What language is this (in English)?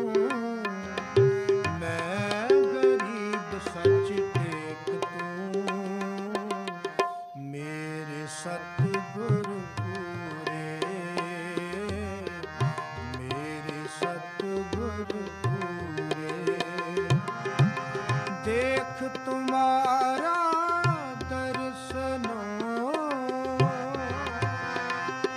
Punjabi